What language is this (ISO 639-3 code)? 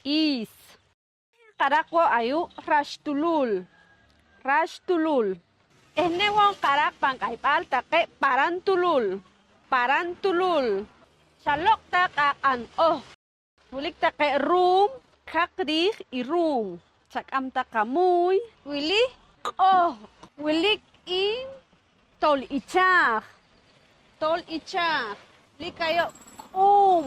poh